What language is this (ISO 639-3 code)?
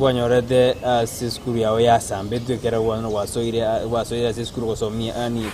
guz